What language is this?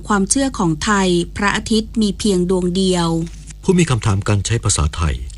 Thai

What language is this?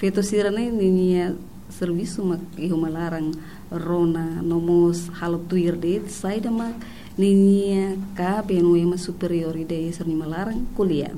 Tetum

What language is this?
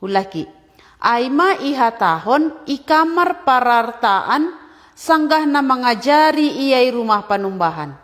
Batak Simalungun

